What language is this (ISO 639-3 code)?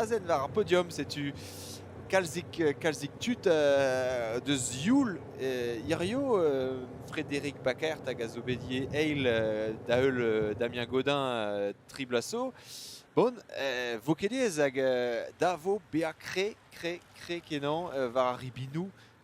bre